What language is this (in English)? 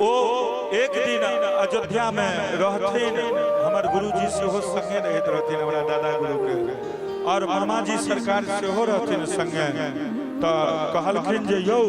Maithili